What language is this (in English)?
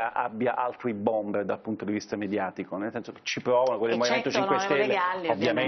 Italian